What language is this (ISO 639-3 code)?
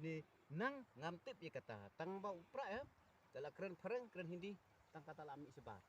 kha